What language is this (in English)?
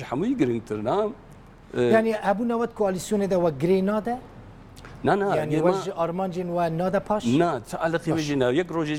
Kurdish